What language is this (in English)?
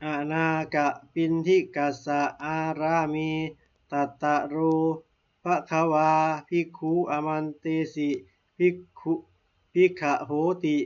Pali